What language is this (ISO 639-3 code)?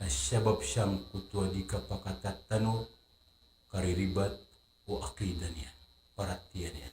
mrw